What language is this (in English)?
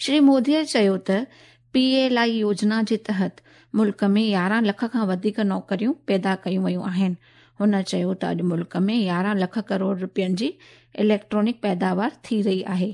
Sindhi